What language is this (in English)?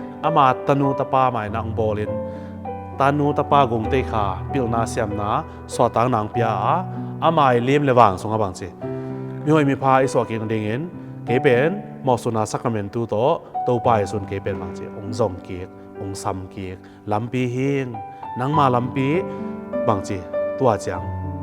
Tedim Chin